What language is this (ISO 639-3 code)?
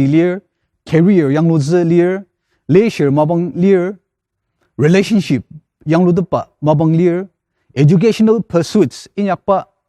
njo